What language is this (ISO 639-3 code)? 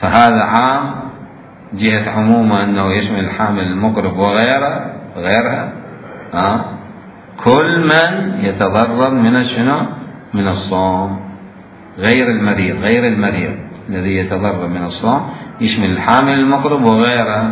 acm